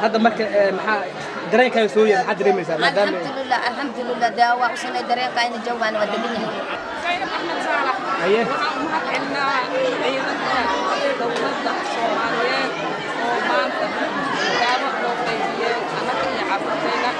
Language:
Somali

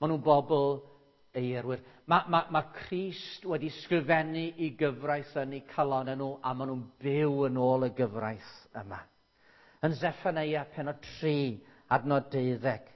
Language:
Welsh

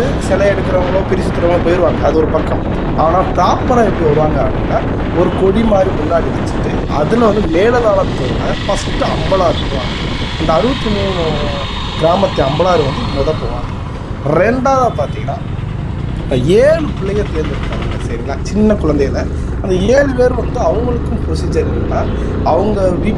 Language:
Tamil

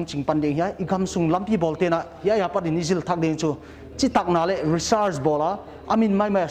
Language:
Paite Chin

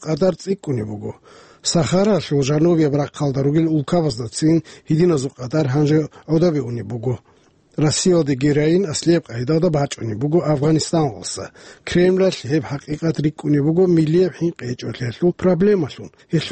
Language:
Avaric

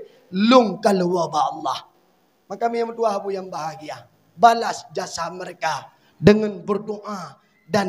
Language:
Achinese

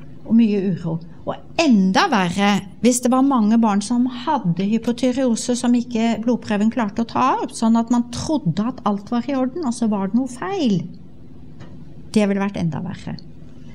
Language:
Norwegian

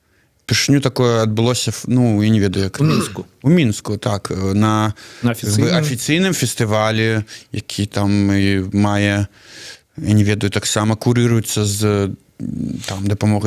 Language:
Belarusian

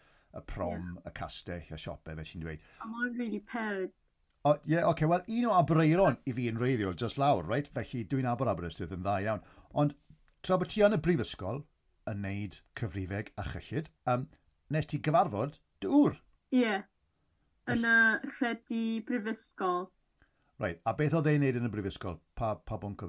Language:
Welsh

